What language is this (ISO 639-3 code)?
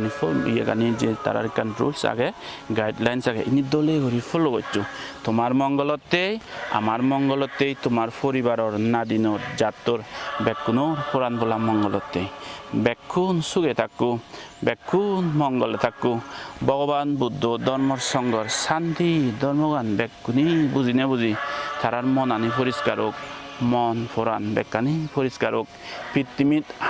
ccp